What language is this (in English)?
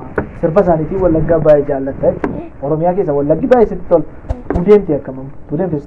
Oromo